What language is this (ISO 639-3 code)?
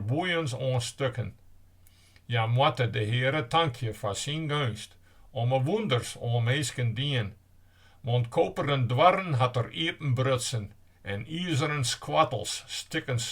fry